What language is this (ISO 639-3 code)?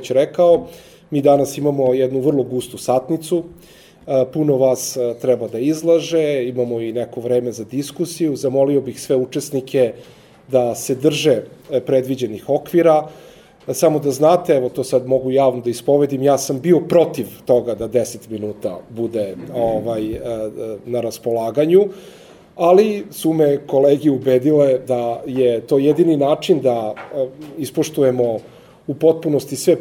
srp